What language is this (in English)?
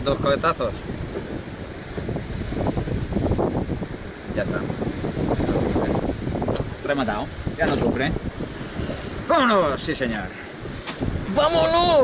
Spanish